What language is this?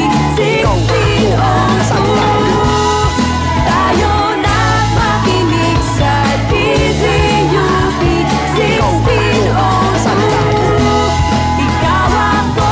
Filipino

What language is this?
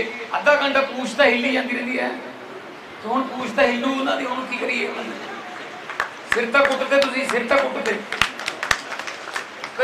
Punjabi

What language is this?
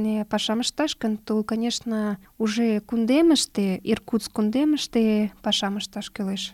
Mari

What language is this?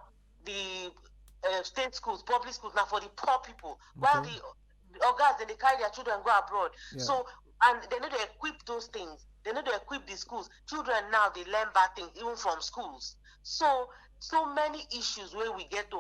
Nigerian Pidgin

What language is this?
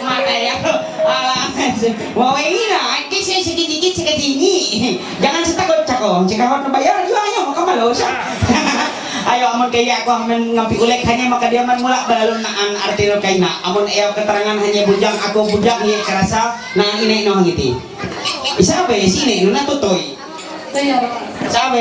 Ma'anyan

